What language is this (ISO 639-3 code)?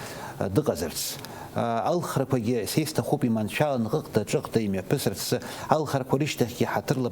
abk